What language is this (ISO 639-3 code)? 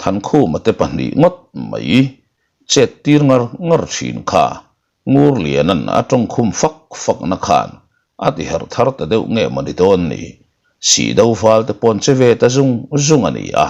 lus